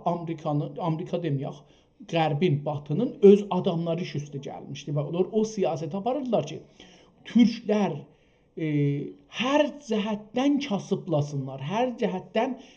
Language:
South Azerbaijani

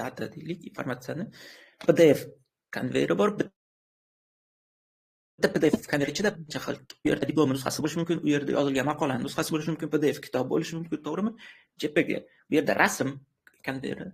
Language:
Uzbek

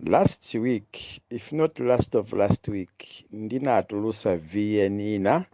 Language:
Nyanja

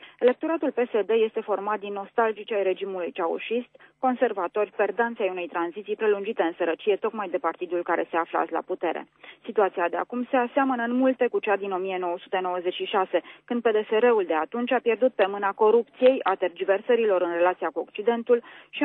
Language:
Romanian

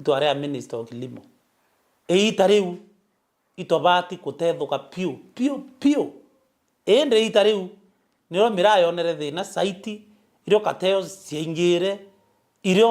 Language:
Meru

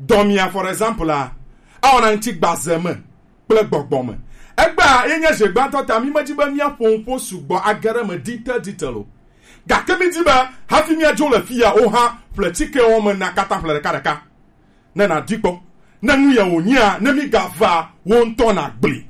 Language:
Gen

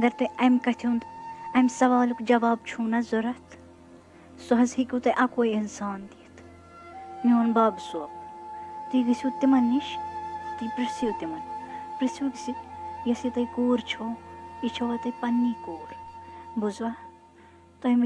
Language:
Kashmiri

